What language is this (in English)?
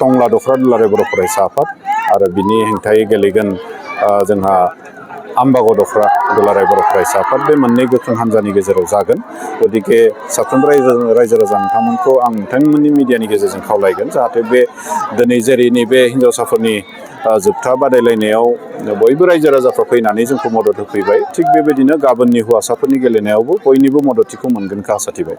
Bodo